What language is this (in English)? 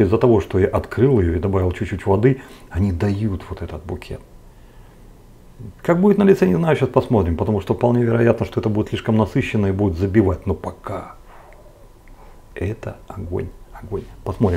Russian